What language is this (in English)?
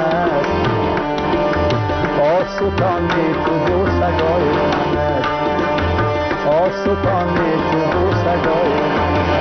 Persian